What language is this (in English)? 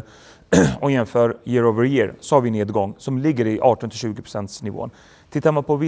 Swedish